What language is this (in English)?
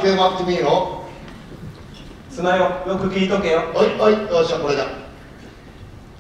Japanese